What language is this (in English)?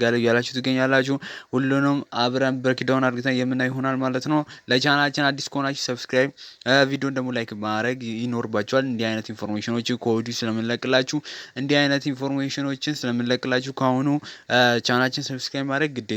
Amharic